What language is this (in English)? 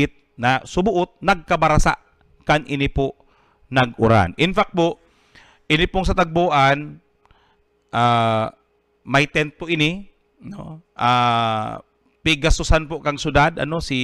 Bikol